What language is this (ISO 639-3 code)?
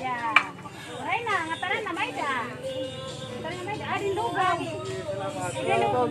war